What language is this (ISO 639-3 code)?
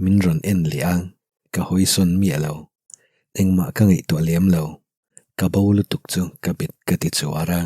lus